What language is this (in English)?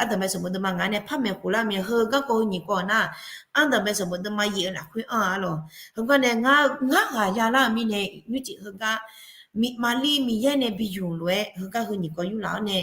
Akha